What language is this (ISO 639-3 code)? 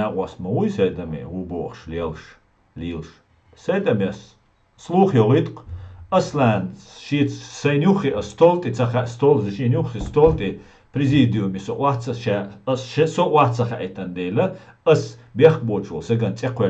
che